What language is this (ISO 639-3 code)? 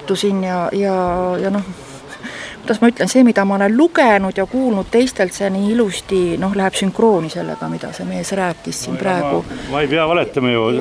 est